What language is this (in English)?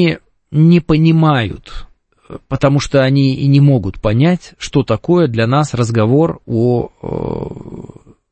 Russian